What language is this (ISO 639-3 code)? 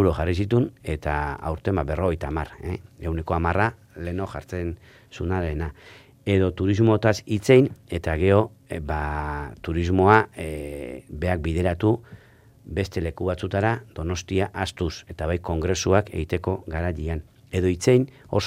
eus